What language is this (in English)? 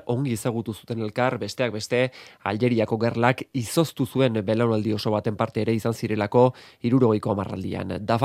Basque